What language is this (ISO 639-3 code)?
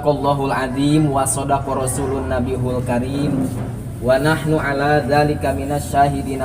sun